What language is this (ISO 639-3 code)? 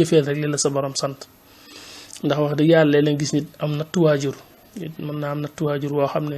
wol